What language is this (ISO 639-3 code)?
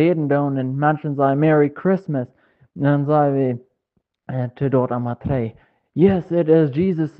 pdt